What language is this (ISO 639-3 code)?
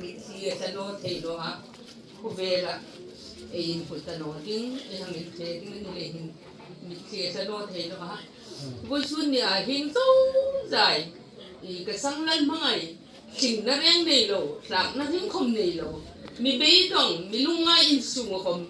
hmr